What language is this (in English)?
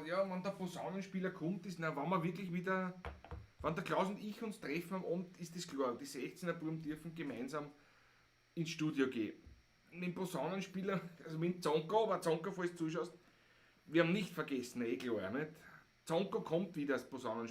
Bavarian